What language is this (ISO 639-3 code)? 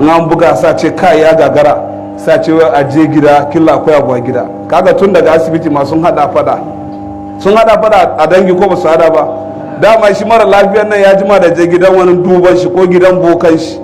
hau